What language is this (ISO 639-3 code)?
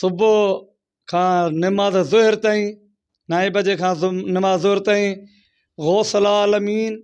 snd